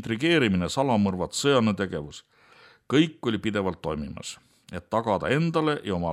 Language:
Estonian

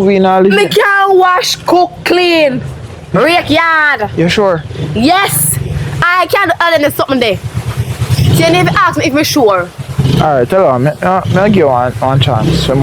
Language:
Jamaican Creole English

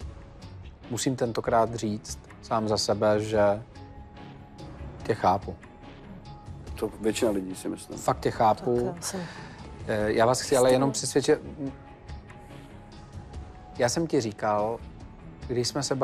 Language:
Czech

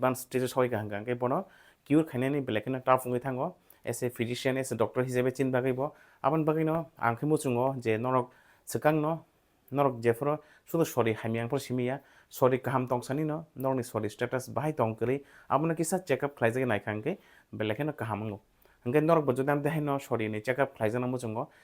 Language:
Kok Borok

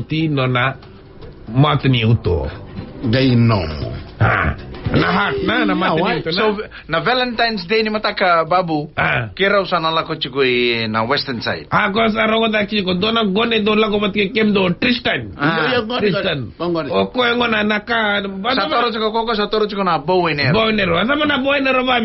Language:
Fijian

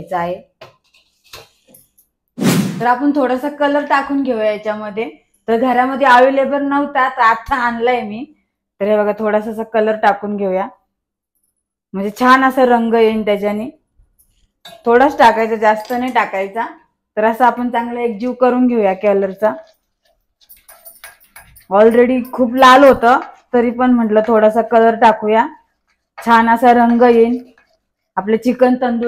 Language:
Marathi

